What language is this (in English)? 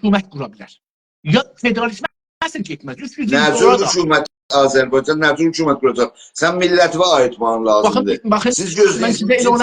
South Azerbaijani